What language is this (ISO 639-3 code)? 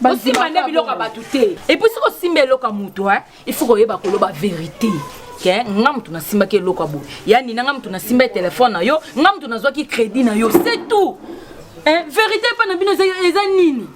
lin